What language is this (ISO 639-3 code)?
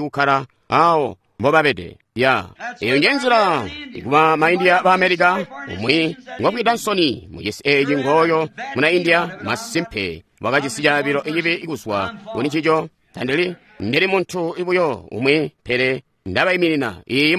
toi